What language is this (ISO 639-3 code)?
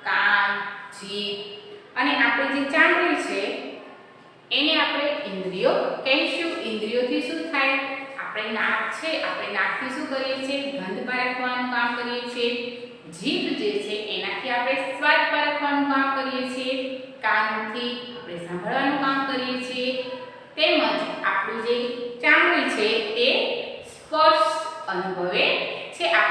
guj